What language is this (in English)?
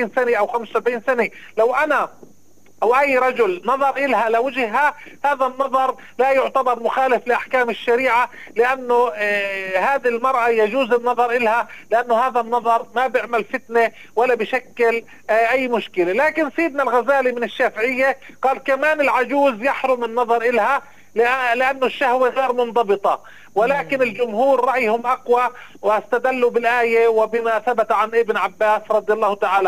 North Levantine Arabic